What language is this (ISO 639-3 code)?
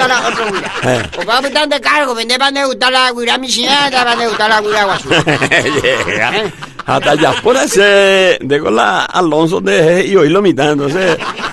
grn